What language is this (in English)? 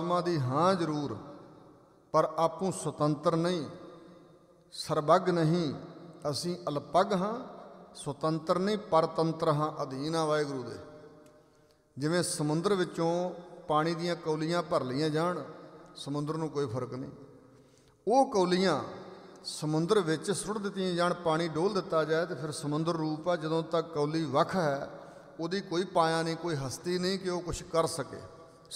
Punjabi